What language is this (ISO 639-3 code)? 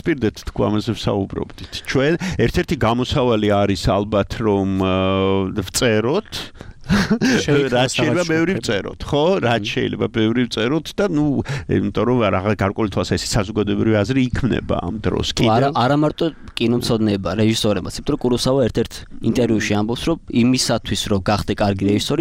kat